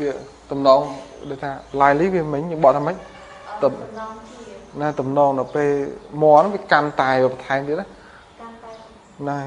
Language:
Khmer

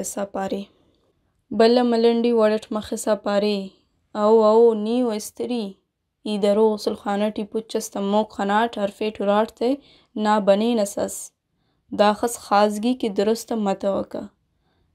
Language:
Brahui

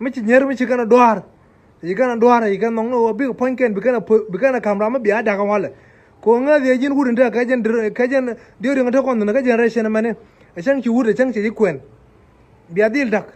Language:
Nuer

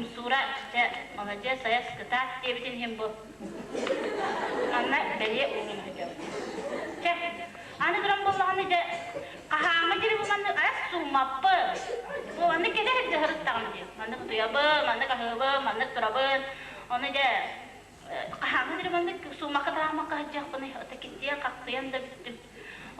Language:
Yakut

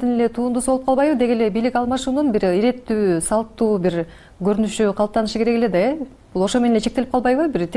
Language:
Kyrgyz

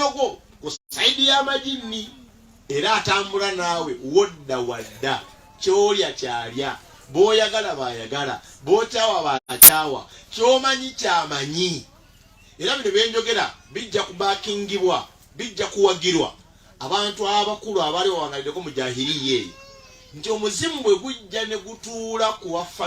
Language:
Ganda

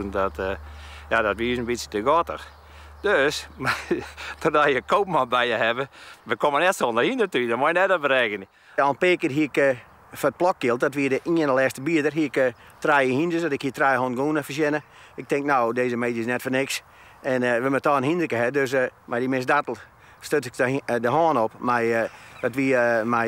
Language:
Western Frisian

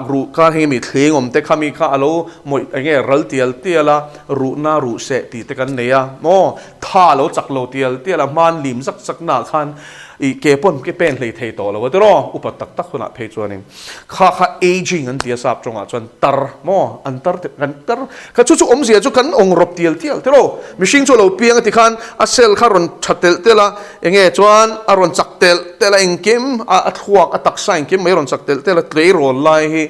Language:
Mizo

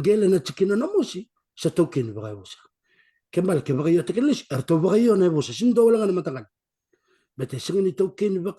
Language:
Fijian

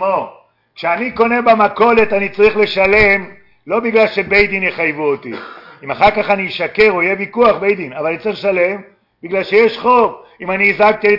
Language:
Hebrew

